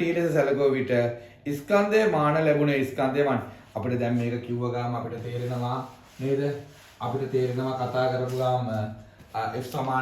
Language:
Sinhala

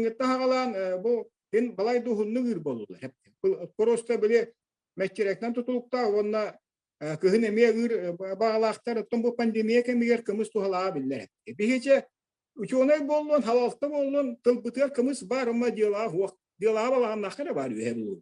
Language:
Yakut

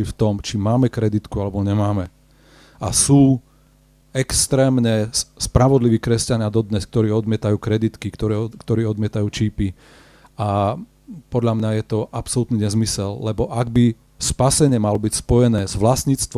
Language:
Slovak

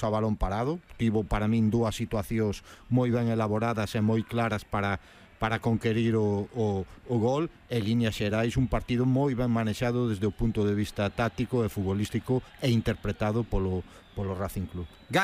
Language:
Galician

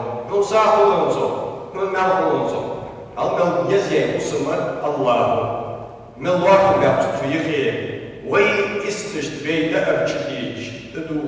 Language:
Ingush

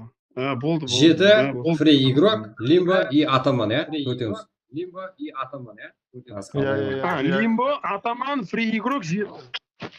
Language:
Kara-Kalpak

